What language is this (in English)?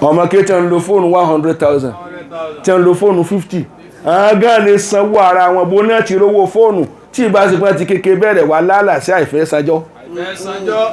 Yoruba